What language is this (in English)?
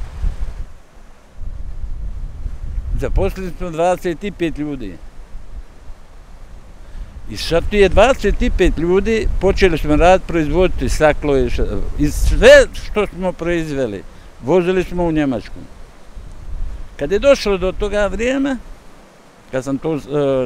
Bosnian